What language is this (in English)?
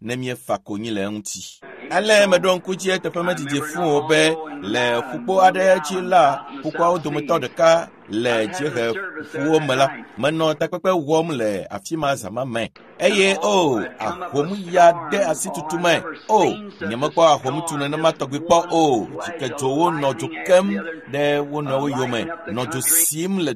Ewe